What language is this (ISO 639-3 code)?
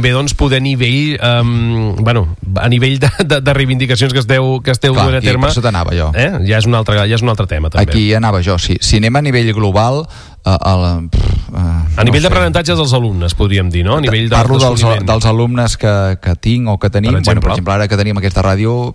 cat